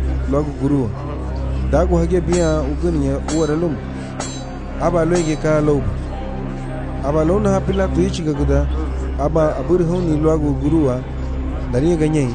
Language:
Garifuna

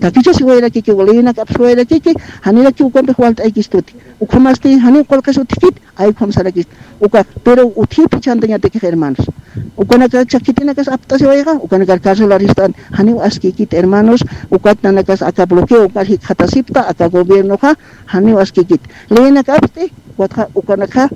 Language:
Aymara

